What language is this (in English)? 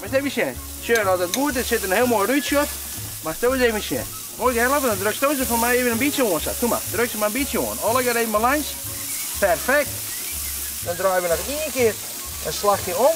Western Frisian